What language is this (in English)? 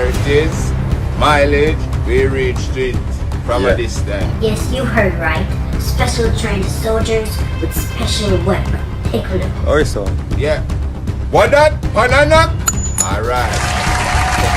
Jamaican Creole English